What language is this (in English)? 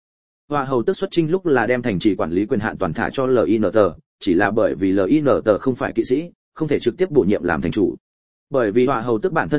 Vietnamese